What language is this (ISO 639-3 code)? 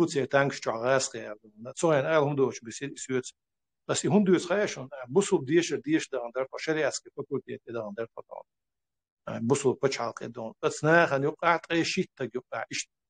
che